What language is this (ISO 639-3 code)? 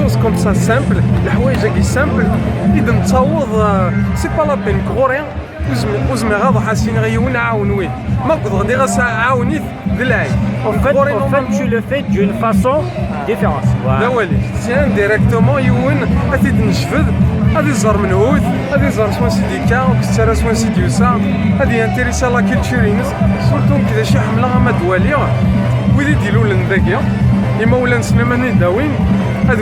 kab